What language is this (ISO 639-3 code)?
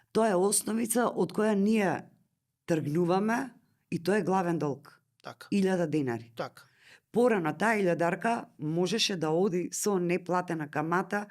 mkd